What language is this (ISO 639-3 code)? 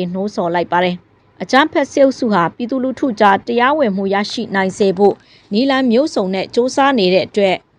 mya